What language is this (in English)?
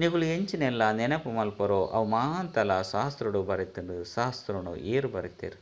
Tulu